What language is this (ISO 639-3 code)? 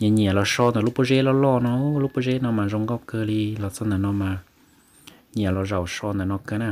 hmn